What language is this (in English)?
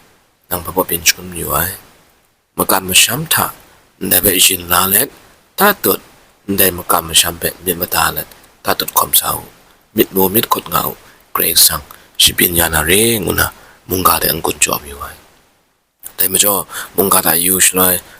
Kachin